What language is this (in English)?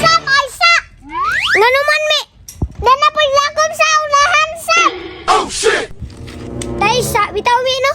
Cebuano